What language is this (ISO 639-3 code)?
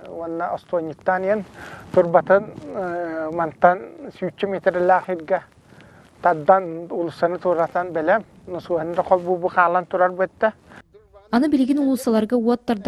sah